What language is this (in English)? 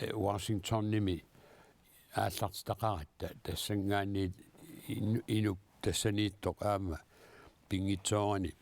Kalaallisut